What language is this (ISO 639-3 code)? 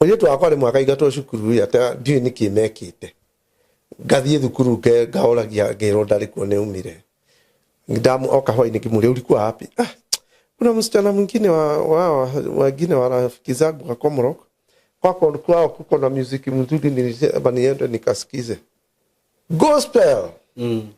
kik